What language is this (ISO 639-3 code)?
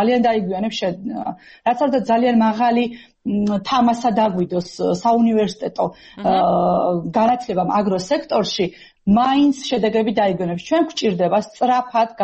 kat